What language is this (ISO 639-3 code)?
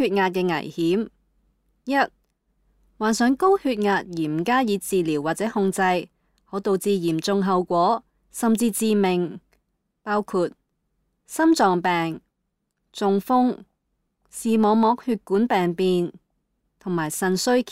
yue